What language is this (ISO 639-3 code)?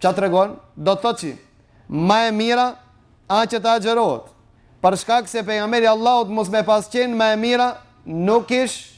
sqi